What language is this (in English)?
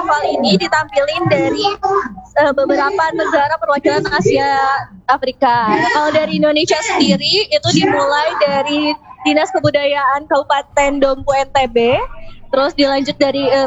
Indonesian